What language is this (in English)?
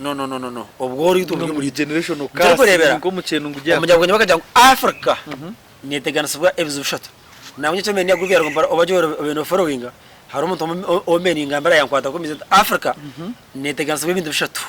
Nyankole